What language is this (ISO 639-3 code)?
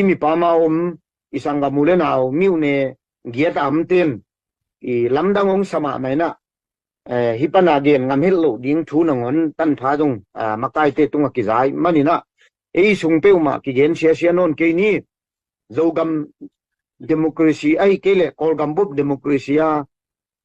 ctd